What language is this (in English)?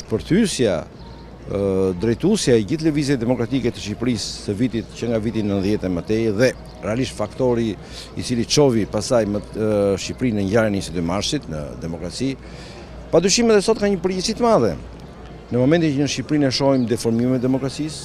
Albanian